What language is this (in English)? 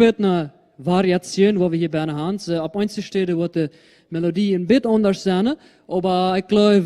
Plautdietsch